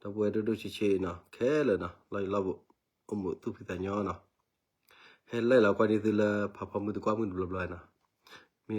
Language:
S'gaw Karen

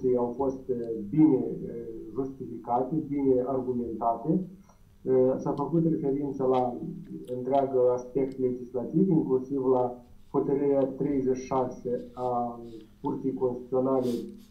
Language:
Romanian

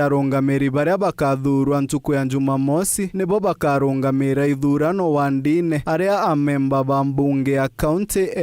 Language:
Meru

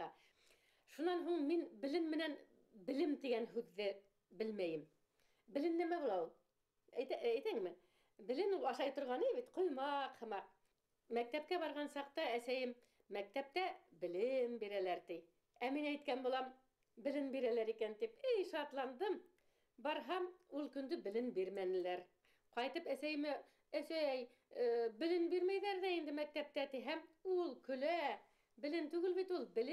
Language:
Bashkir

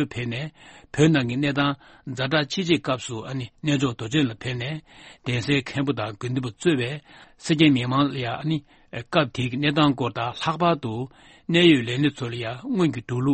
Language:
Tibetan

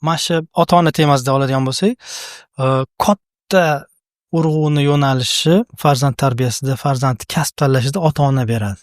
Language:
Uzbek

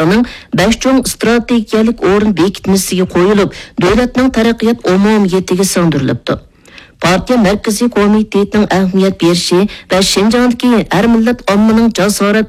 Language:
Uyghur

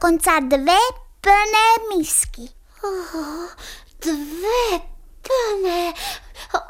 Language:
Slovak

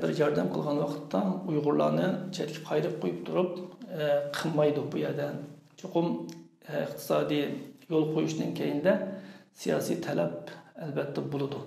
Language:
Uyghur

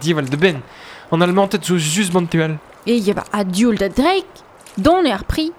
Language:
Breton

